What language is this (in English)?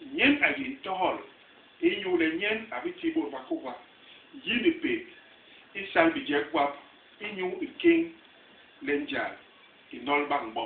Basaa